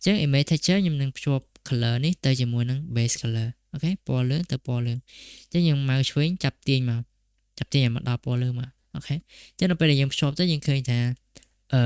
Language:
Khmer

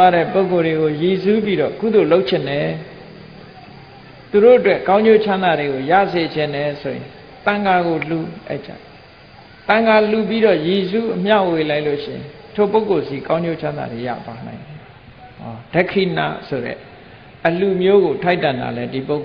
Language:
Burmese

